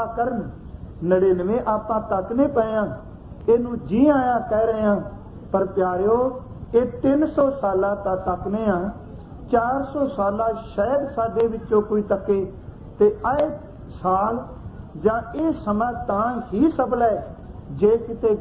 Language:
Punjabi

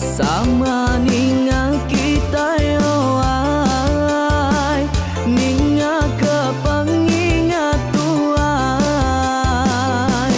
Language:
Iban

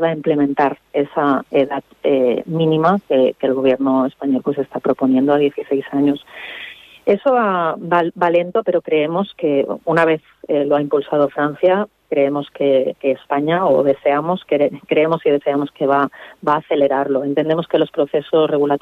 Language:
Spanish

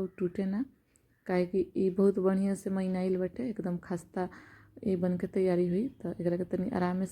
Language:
Bhojpuri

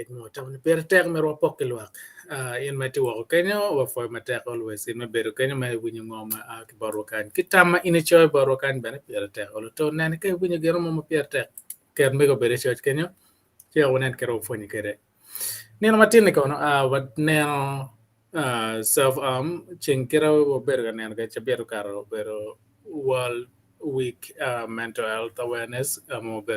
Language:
Acoli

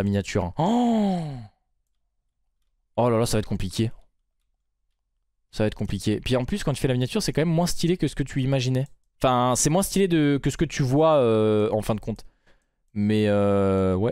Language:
French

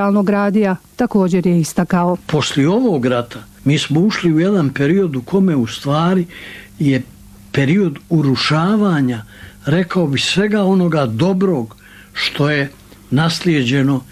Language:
Bosnian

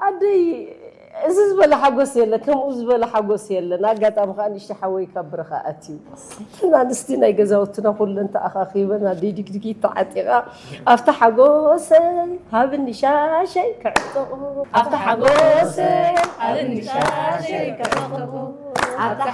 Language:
Tigrinya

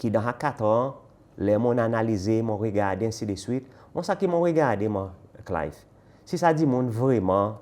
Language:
Seselwa Creole French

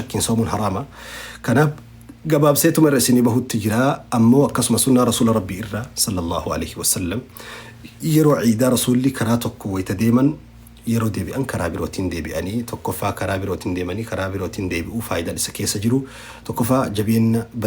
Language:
Oromo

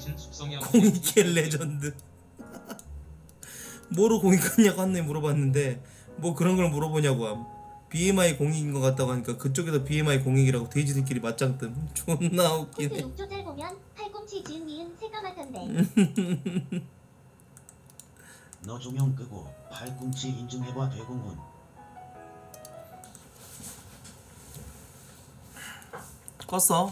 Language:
Korean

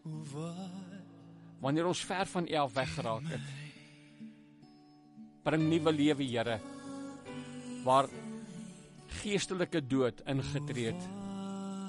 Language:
Afrikaans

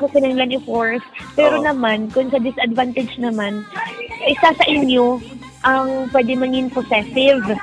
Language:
Hiligaynon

